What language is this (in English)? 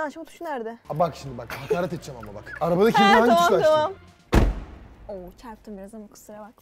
Turkish